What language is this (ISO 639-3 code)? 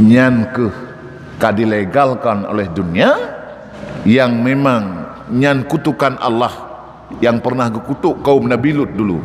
ace